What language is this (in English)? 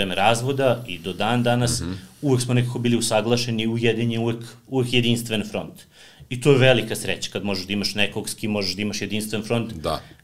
Serbian